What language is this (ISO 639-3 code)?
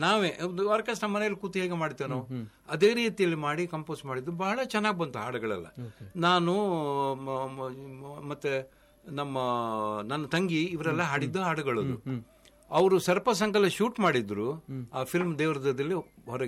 kan